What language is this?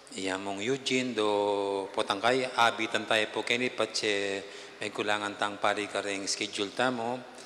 Pampanga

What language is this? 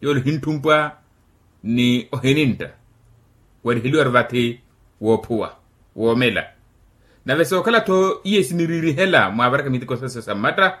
Makhuwa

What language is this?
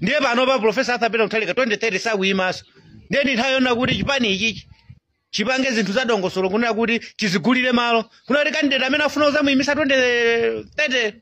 Nyanja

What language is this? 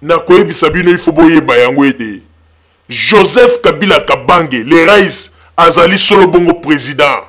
Lingala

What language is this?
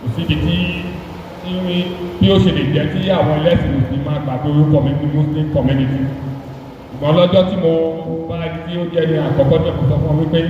Yoruba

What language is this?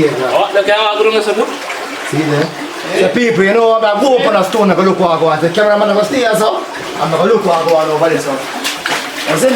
Jamaican Creole English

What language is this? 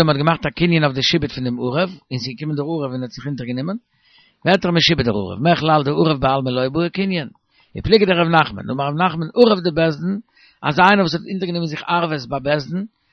Yiddish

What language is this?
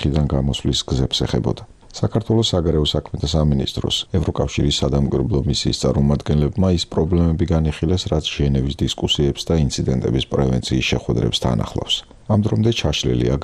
Georgian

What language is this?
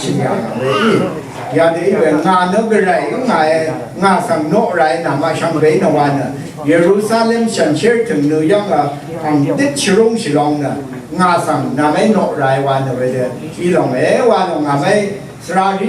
Rawang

